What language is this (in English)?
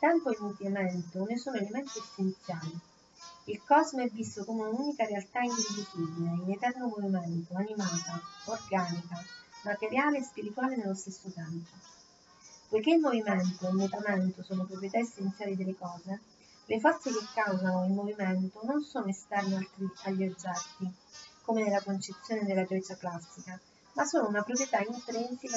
Italian